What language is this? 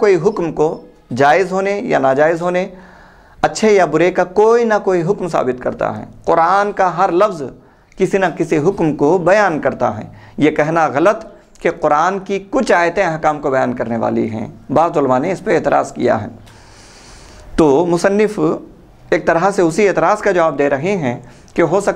Urdu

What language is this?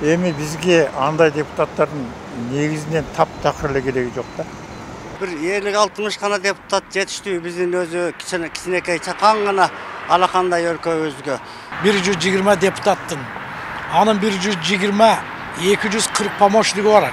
Kyrgyz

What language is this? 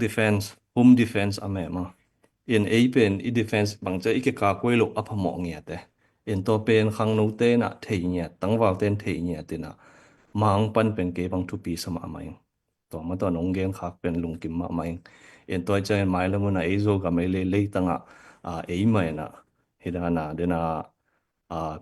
Tedim Chin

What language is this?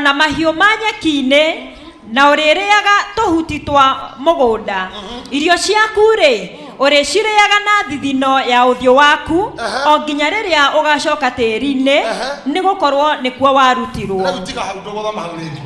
Kikuyu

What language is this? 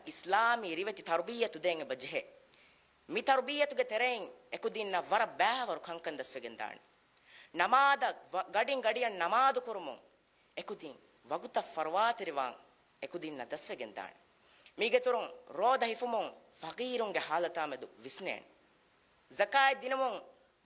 Divehi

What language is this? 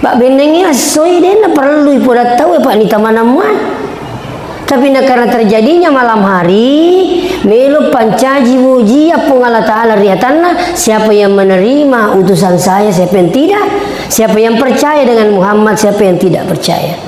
Buginese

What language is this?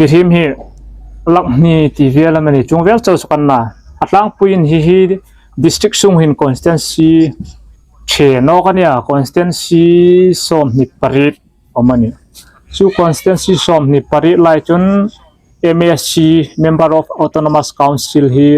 Hmar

